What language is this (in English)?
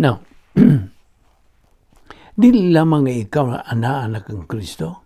Cebuano